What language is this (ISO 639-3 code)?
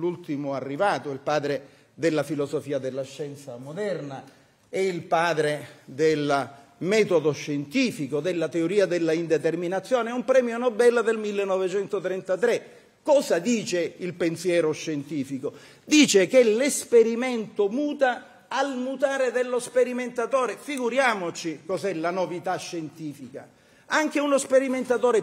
ita